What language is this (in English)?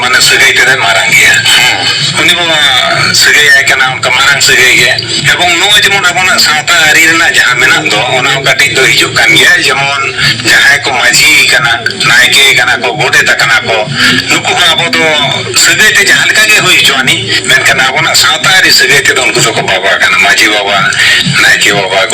Santali